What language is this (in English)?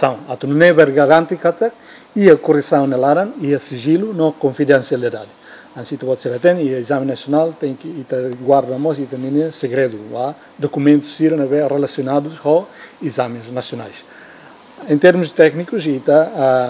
Tetum